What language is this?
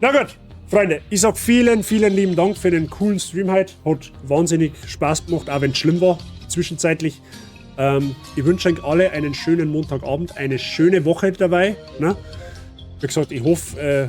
Bavarian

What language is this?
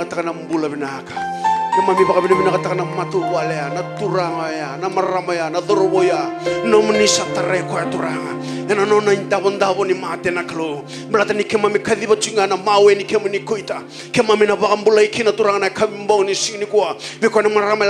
Fijian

